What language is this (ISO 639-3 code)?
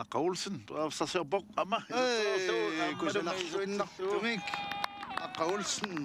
kal